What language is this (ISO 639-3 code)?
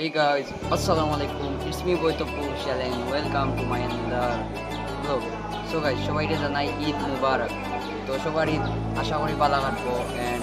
syl